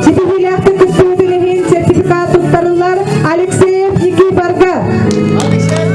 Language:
Yakut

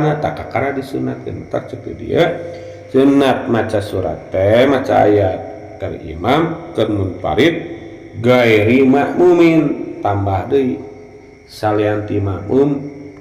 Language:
Sundanese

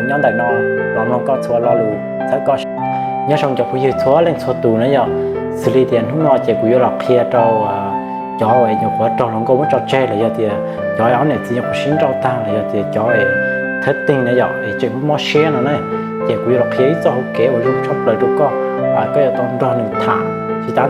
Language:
Hmong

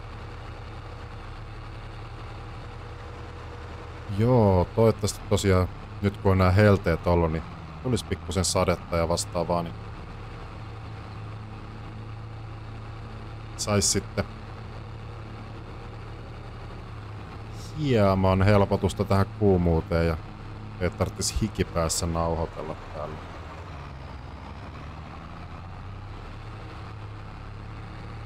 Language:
Finnish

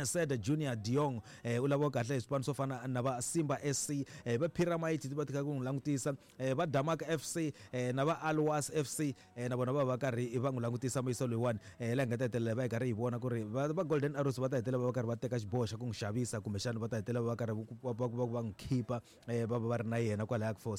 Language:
Tsonga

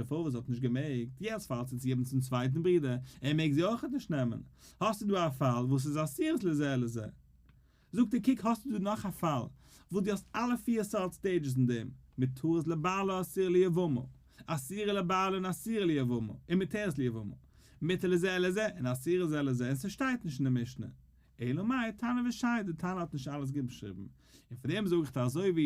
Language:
Yiddish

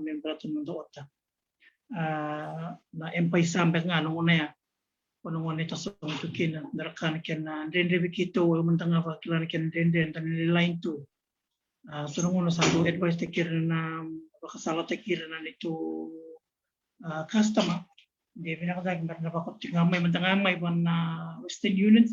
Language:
Fijian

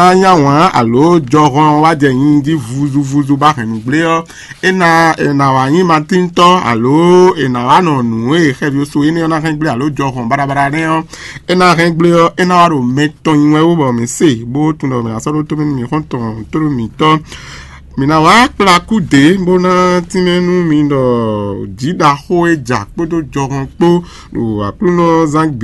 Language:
Fon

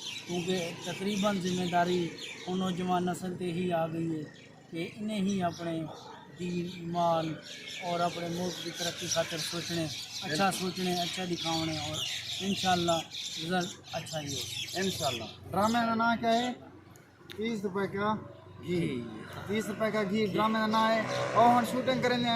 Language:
Saraiki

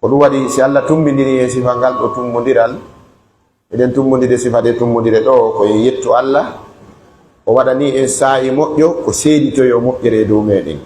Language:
Pular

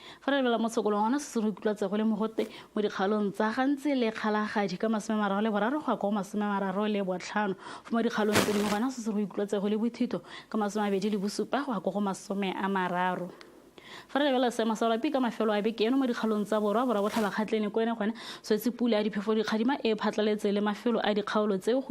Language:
Tswana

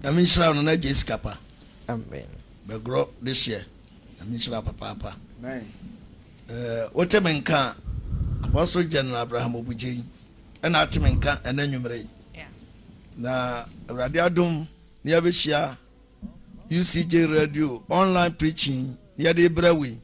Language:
Akan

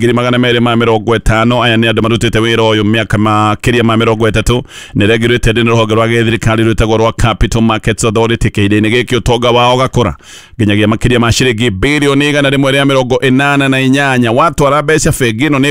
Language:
Kikuyu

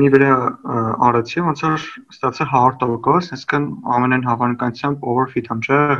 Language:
Armenian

